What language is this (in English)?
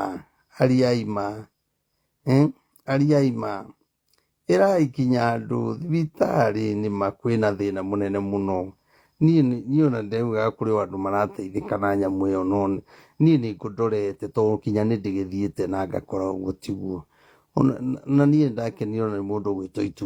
Kikuyu